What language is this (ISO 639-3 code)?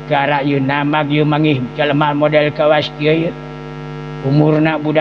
sun